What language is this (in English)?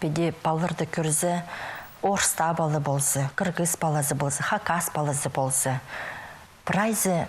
Khakas